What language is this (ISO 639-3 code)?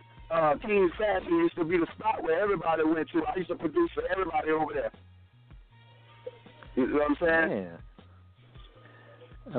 eng